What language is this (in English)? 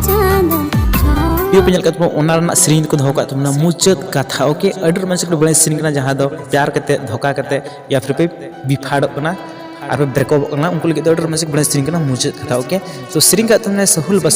Santali